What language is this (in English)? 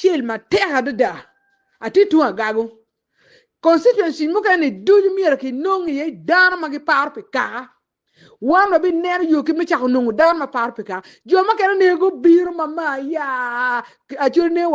Acoli